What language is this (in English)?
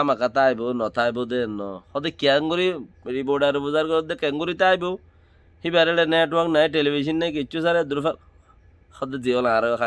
Rohingya